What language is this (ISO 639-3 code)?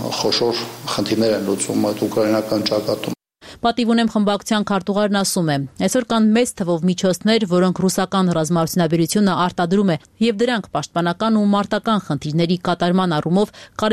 hye